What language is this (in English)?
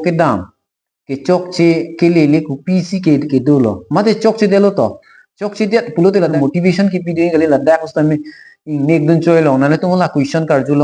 Karbi